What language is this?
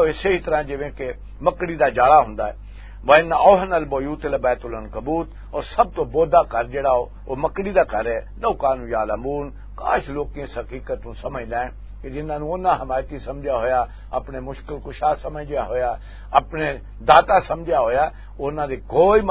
Western Panjabi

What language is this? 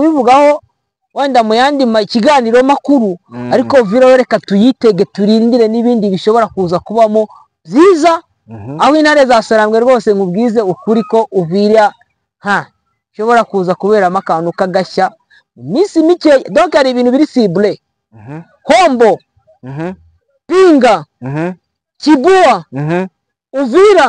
Kinyarwanda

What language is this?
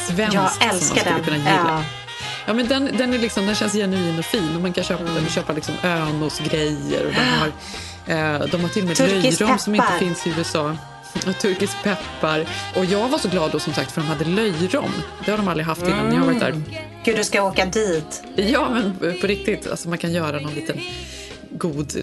Swedish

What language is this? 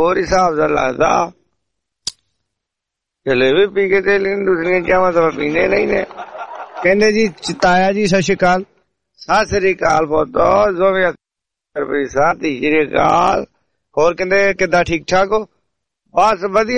Punjabi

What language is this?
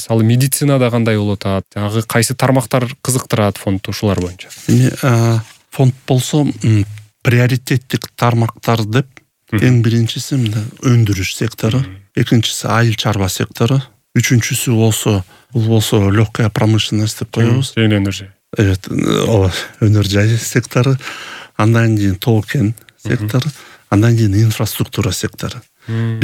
Kyrgyz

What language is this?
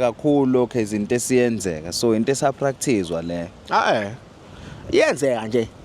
Zulu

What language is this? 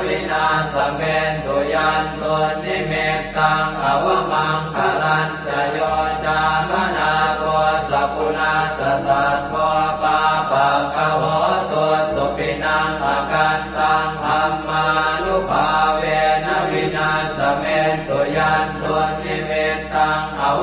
Pali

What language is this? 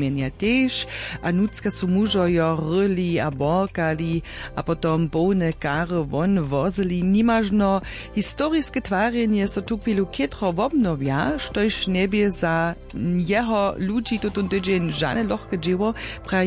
Upper Sorbian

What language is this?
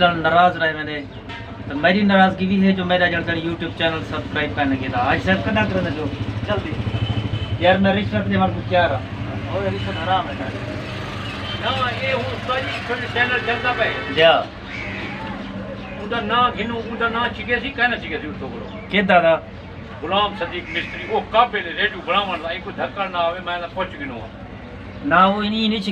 Saraiki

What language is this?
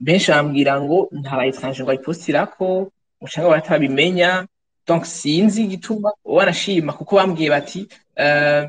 Rundi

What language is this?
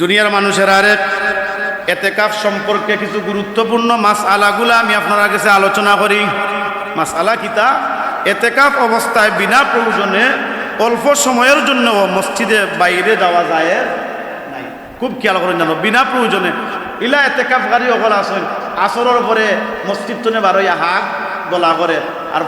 Sylheti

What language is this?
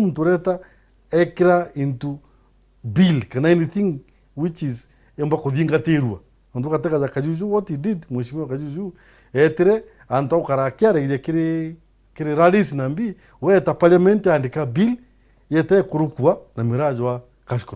Meru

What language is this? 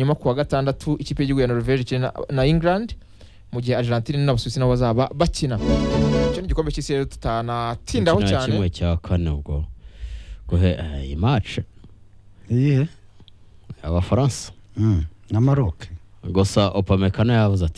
Kinyarwanda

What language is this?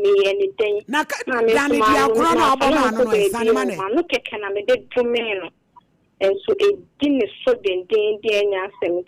Akan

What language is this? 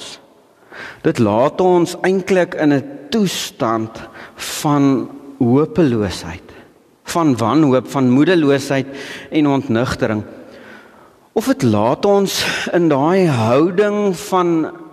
Afrikaans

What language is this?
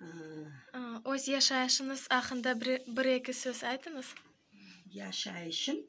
Crimean Tatar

